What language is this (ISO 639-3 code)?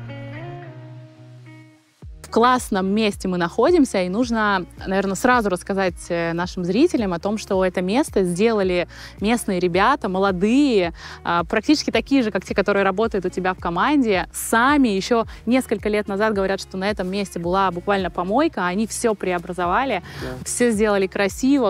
rus